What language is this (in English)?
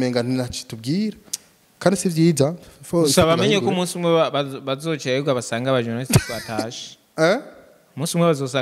Rundi